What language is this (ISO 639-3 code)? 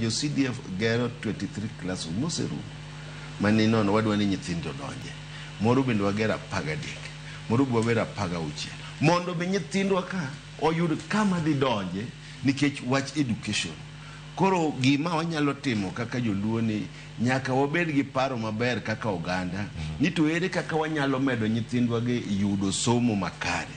luo